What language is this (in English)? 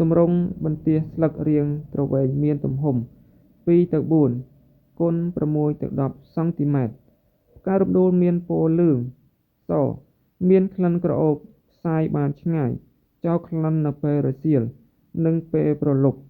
Khmer